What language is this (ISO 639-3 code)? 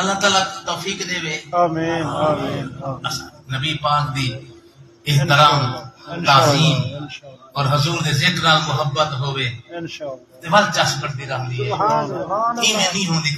skr